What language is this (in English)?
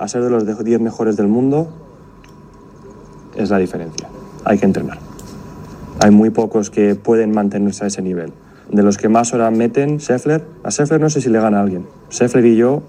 Spanish